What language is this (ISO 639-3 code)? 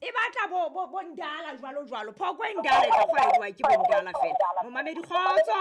sot